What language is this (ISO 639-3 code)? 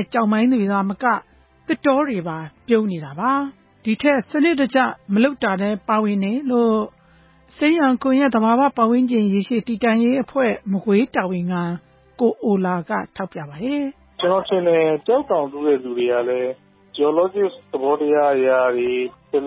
mya